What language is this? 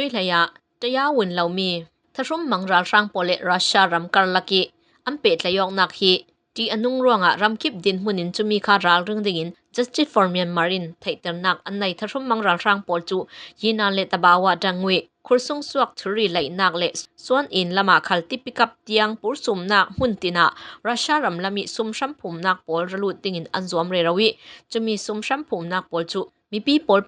Falam Chin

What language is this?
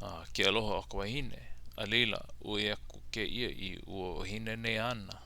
Hawaiian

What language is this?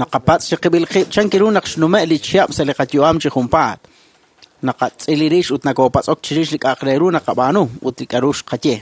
Kekchí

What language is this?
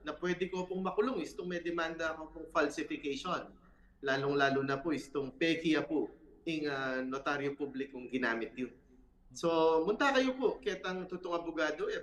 Pampanga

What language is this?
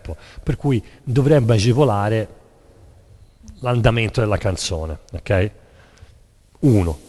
Italian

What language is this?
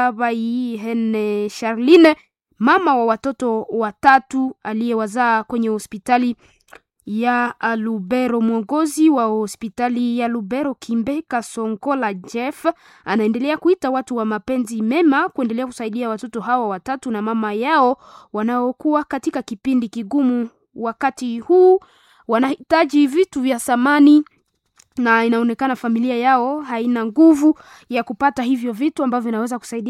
Swahili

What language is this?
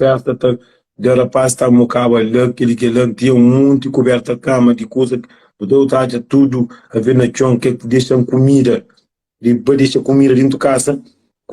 Kabuverdianu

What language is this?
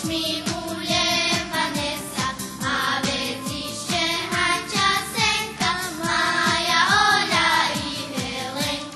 Rusyn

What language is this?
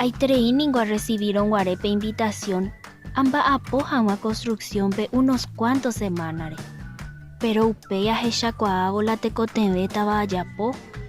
Guarani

